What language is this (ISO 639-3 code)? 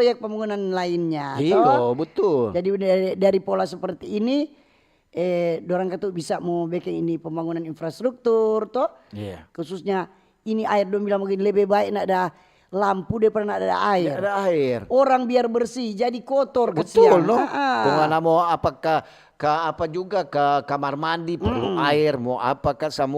xmm